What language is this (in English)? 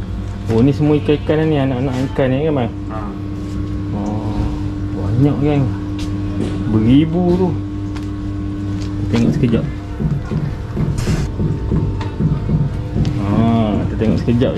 Malay